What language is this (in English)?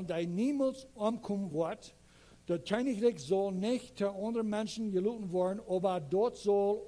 Plautdietsch